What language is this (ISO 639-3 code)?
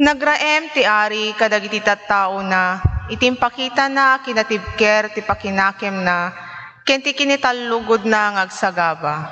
ilo